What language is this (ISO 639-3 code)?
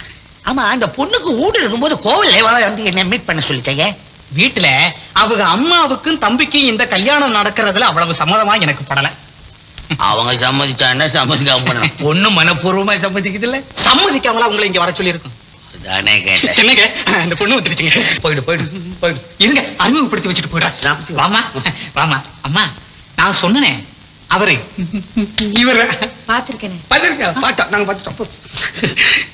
tam